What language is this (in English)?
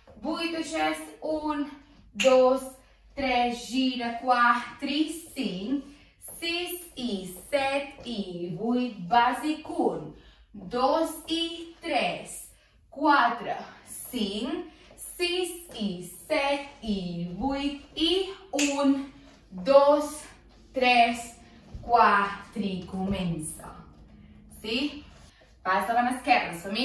Catalan